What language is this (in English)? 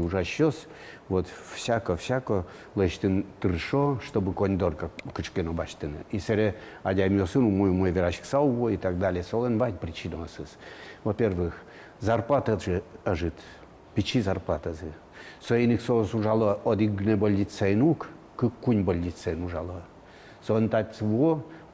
Udmurt